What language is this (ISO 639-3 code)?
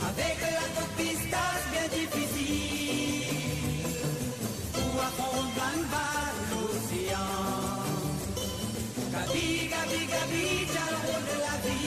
mfe